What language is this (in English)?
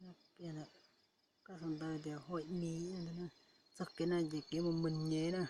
Hmong